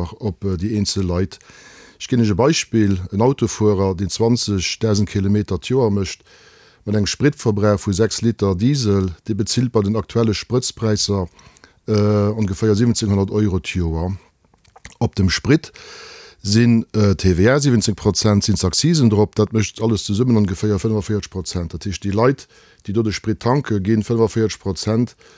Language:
Luxembourgish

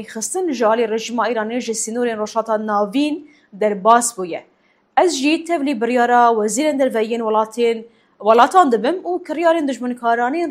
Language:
Kurdish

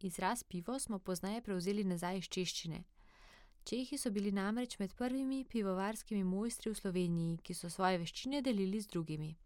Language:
Slovenian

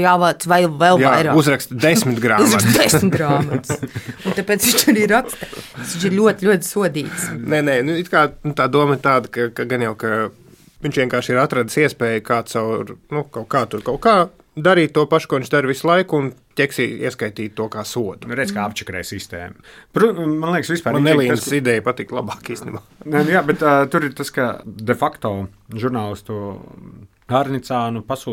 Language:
Latvian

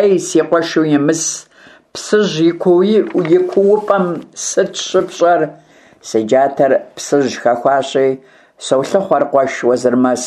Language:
Kabardian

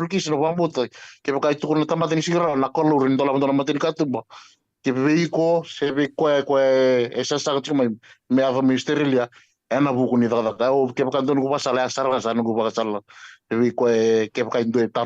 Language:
Fijian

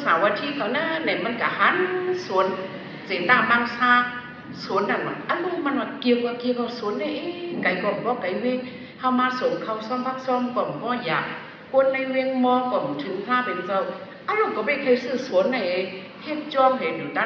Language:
Shan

